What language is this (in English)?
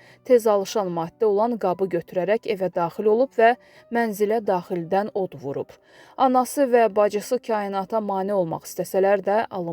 Azerbaijani